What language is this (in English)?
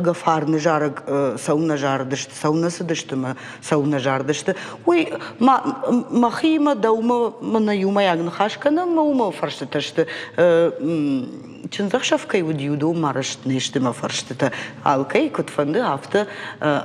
Ossetic